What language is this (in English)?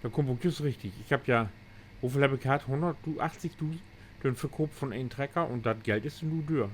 Low German